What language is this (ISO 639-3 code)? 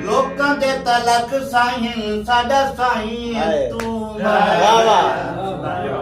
skr